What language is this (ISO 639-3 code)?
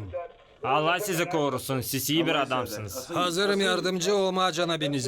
gag